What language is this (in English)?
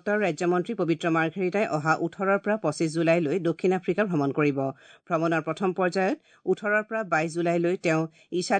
Assamese